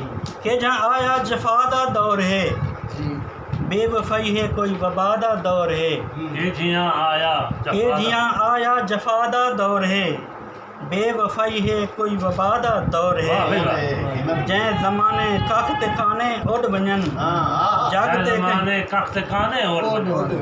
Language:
Saraiki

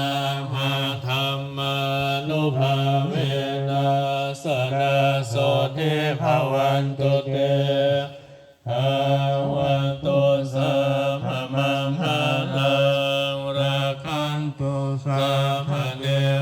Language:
Pali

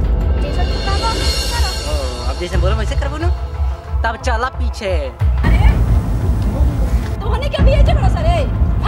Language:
Bhojpuri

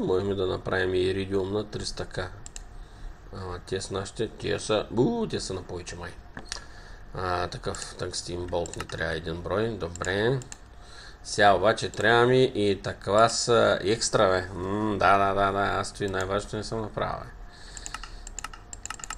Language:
Bulgarian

